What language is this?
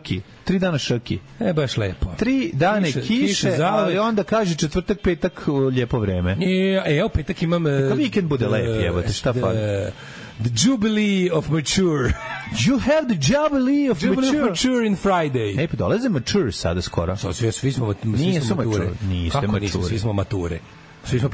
Serbian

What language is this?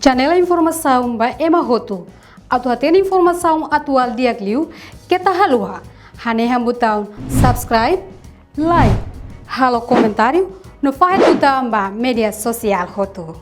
Tetum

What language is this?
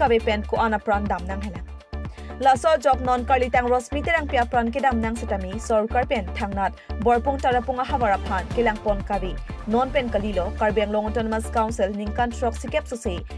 Karbi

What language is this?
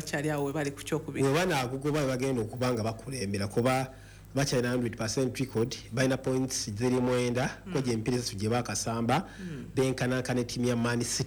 Ganda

